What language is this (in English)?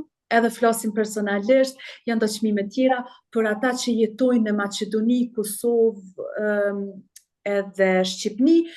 Albanian